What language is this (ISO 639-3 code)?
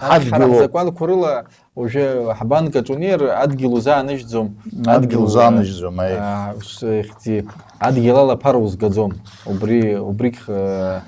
abk